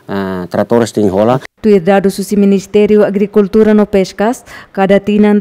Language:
Tetum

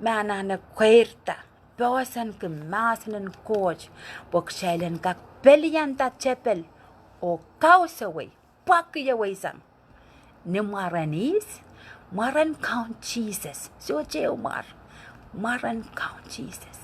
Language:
Pohnpeian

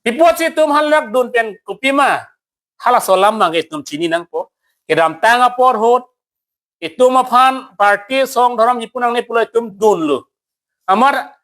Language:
Karbi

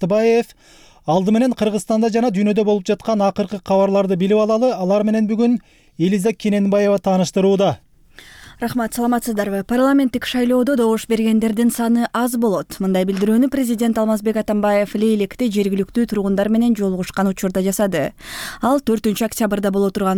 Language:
Kyrgyz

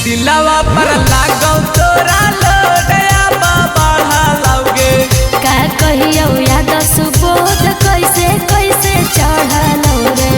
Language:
Magahi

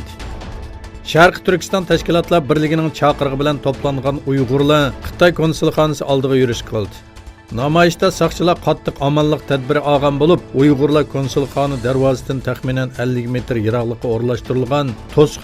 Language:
Uyghur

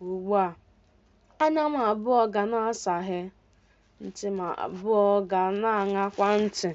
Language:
Igbo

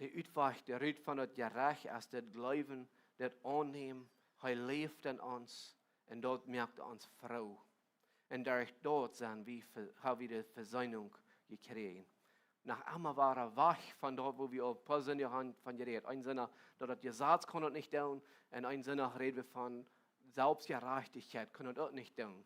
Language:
Plautdietsch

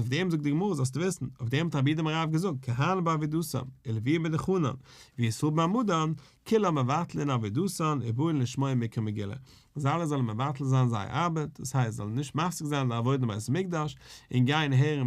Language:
Yiddish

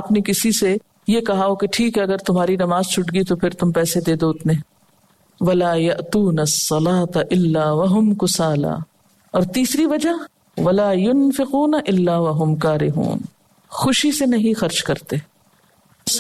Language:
Urdu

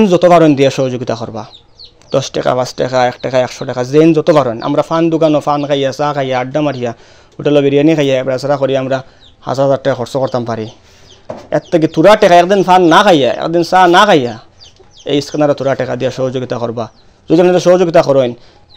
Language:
Sylheti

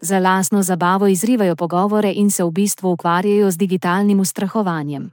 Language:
Slovenian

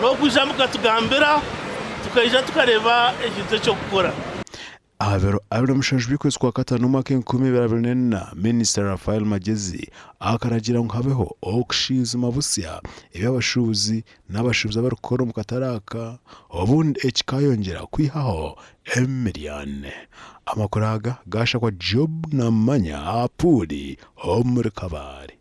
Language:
Nyankole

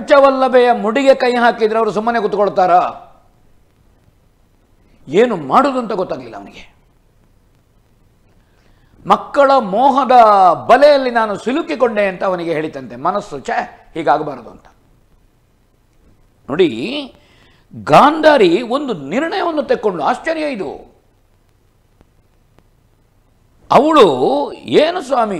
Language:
Kannada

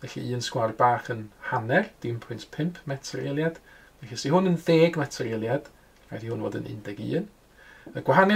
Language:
Welsh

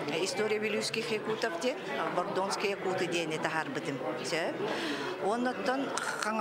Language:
Yakut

